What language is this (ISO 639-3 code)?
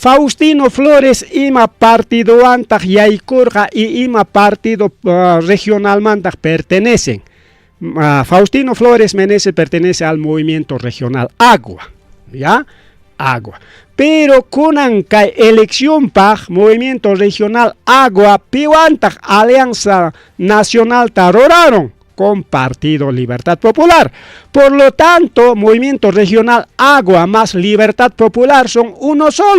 quy